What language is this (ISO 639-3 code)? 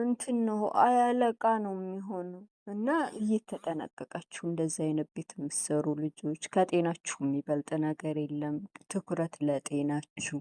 amh